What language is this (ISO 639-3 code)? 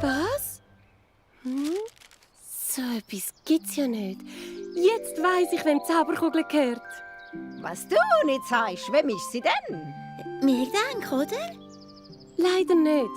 gsw